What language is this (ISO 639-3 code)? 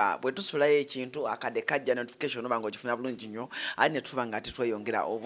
lug